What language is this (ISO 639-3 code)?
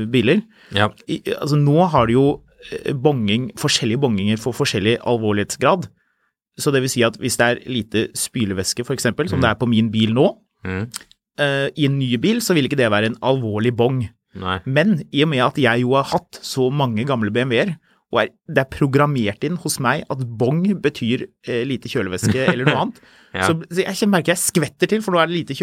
nor